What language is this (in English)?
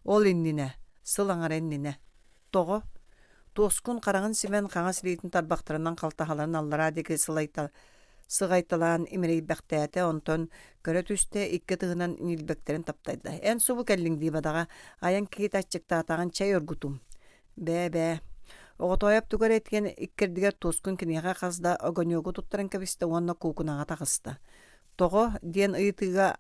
Yakut